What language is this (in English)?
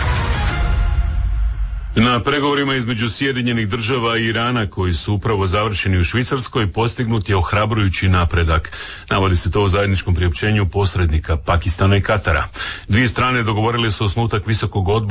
Croatian